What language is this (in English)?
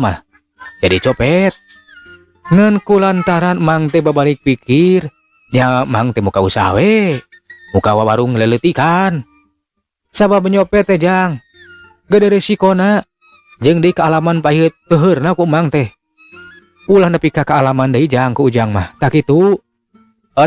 Sundanese